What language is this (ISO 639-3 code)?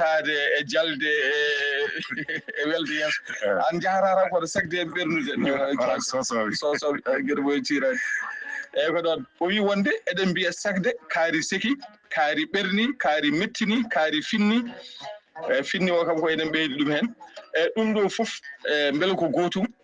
ful